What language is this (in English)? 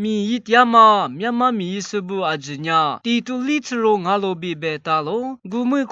Lisu